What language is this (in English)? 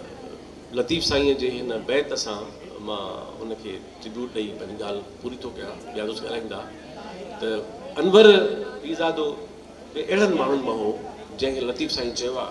Sindhi